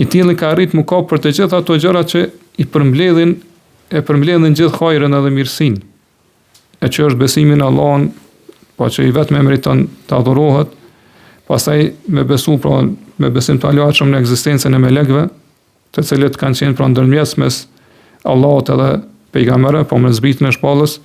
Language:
Albanian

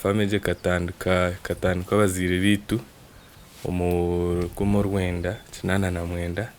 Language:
Nyankole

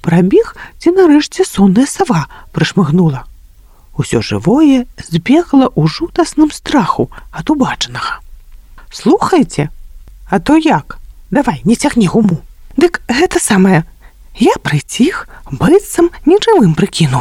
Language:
Belarusian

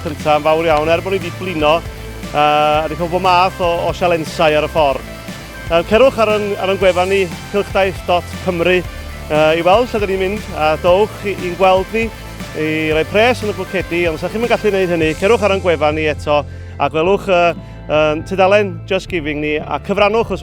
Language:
Welsh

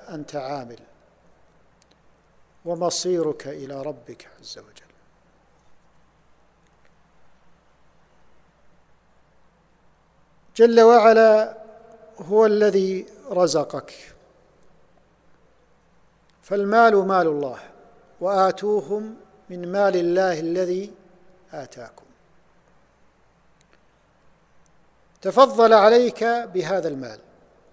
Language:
Arabic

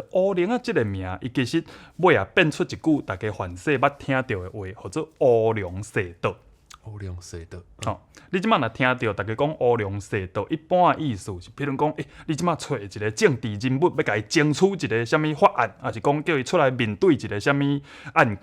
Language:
Min Nan Chinese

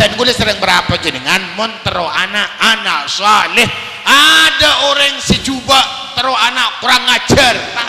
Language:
Madurese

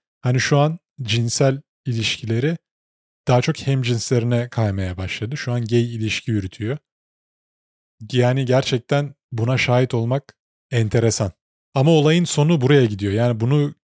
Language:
Turkish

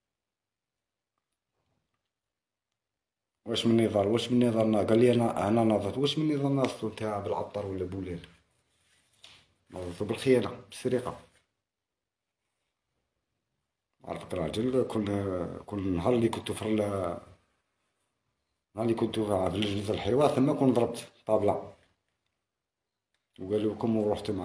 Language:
Algerian Arabic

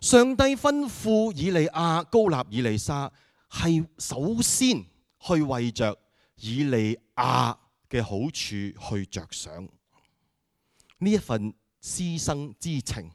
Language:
Cantonese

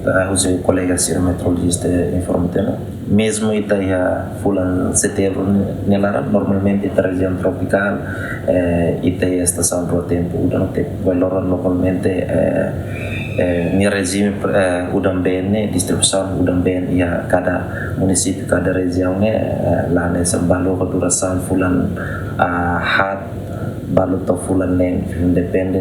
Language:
Tetum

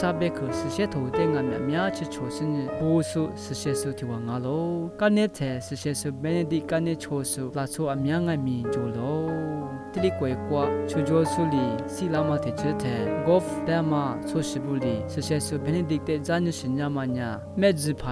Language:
Lisu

